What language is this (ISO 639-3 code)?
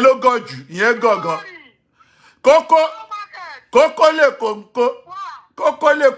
yor